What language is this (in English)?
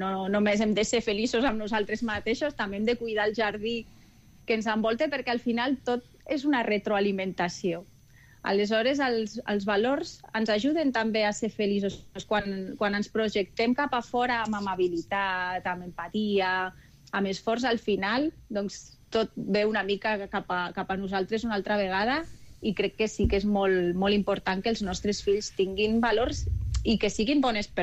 Catalan